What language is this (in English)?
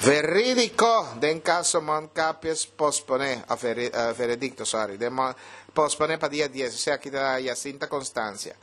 Papiamento